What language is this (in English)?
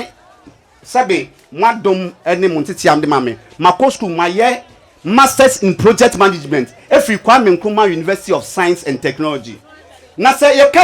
Akan